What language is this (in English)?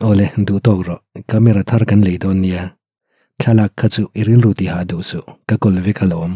Mizo